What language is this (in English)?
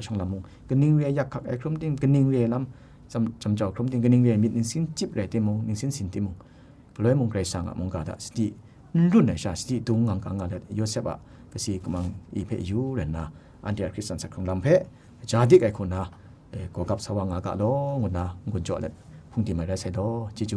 Kachin